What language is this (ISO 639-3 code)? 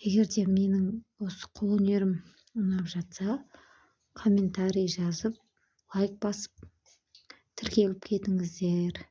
kaz